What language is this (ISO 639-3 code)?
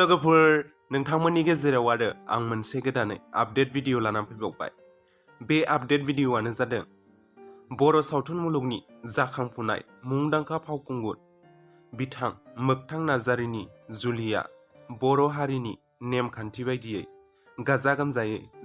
brx